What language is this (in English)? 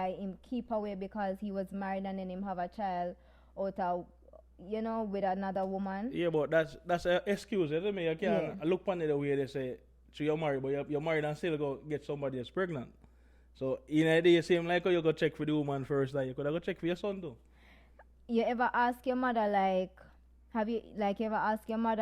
Jamaican Creole English